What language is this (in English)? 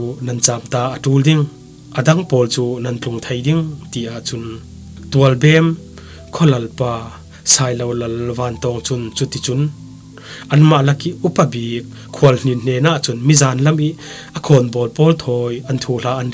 Falam Chin